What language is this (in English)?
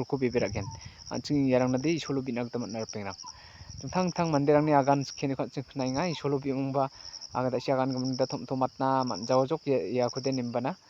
Garo